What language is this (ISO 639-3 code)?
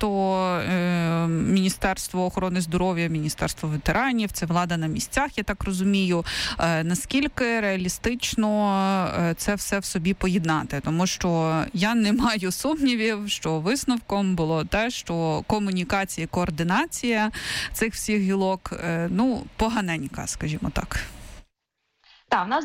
ukr